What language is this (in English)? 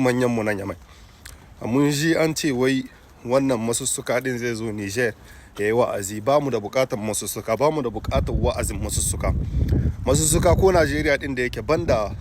Hausa